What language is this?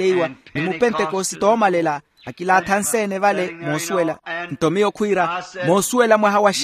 Makhuwa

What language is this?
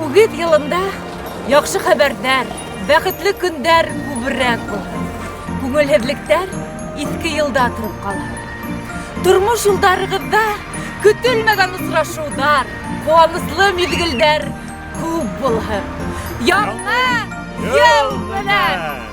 Bashkir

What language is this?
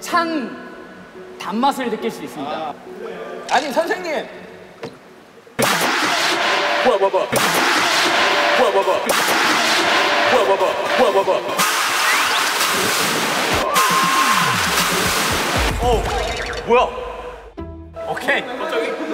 Korean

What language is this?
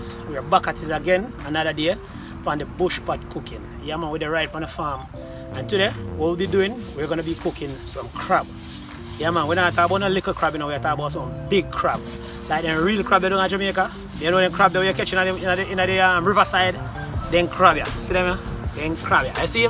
Jamaican Creole English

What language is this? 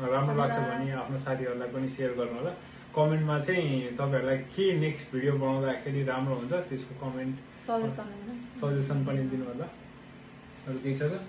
Nepali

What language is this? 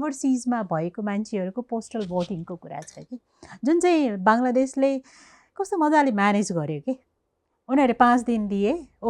Nepali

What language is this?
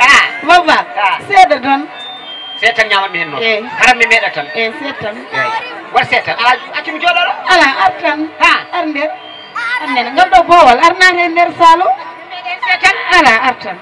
Fula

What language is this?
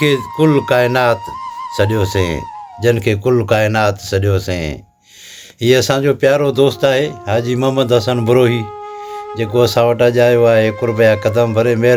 Sindhi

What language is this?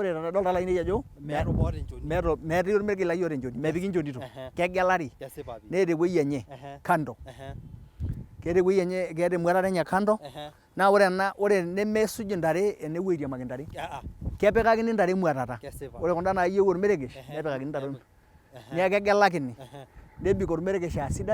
Masai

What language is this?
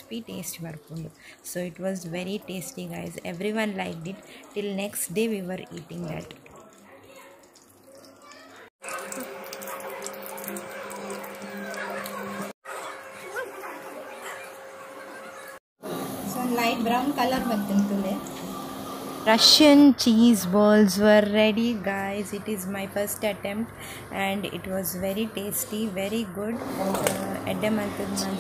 Tulu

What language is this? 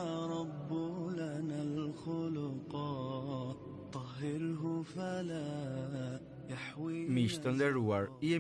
Albanian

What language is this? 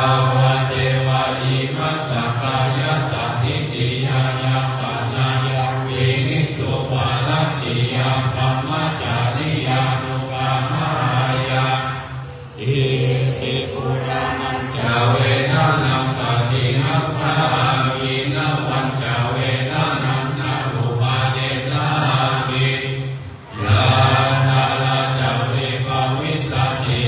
Pali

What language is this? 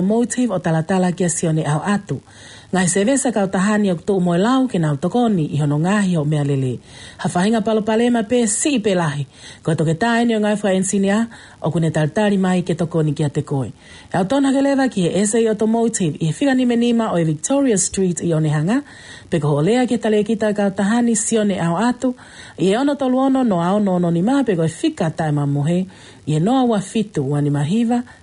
Tongan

